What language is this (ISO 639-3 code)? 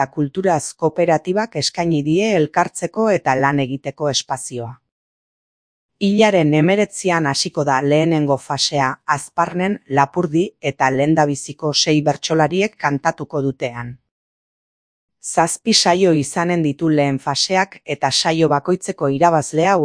eus